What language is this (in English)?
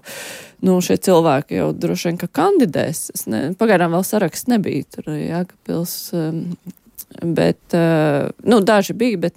Latvian